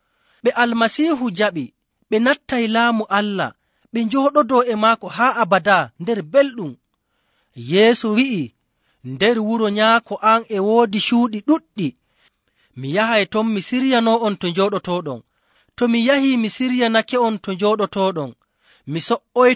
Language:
Nigerian Fulfulde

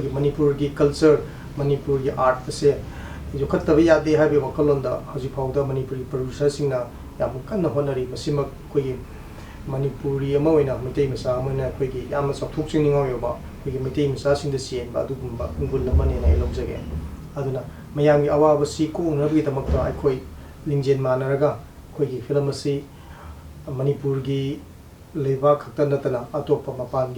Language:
Manipuri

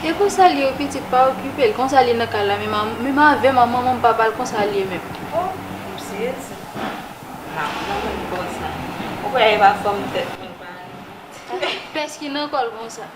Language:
Haitian Creole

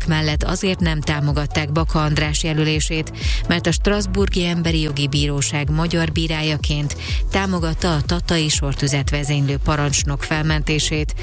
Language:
Hungarian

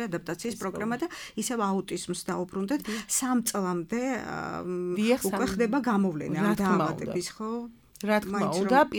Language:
Georgian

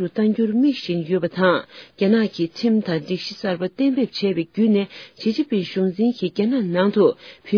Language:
Tibetan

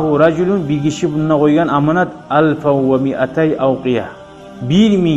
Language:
Kumyk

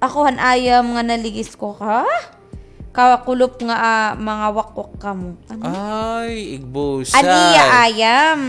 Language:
Waray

